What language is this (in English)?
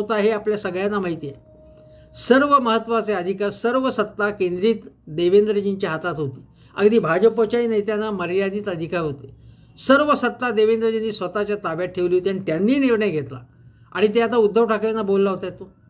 Marathi